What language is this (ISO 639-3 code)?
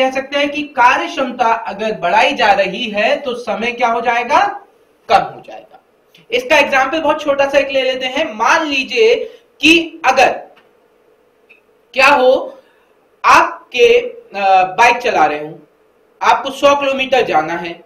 hin